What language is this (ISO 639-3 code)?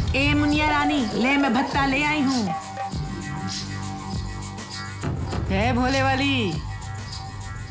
hin